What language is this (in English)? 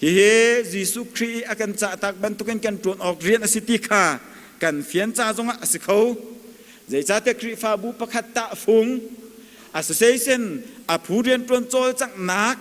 Hakha Chin